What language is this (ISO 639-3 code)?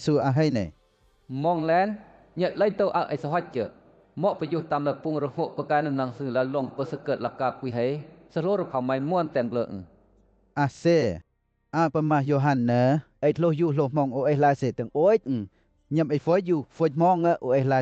lcp